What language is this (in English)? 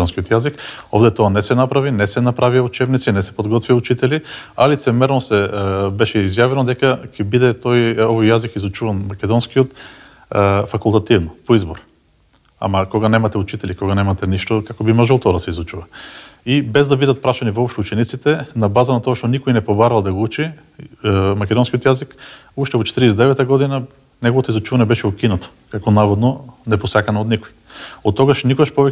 Macedonian